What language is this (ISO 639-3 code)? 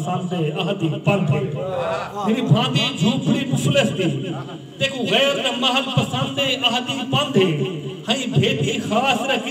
skr